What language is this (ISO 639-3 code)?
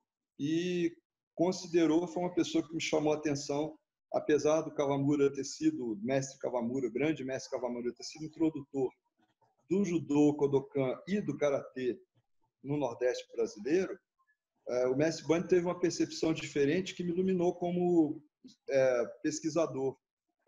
por